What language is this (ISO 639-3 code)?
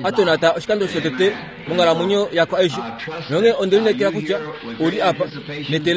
kua